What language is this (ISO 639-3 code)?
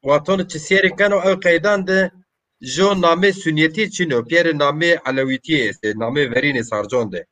zza